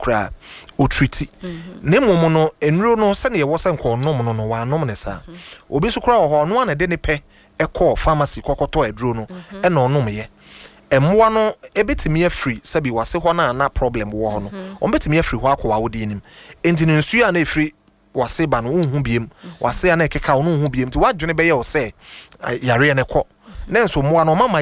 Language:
Akan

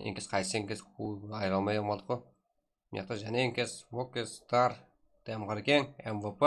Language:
Kara-Kalpak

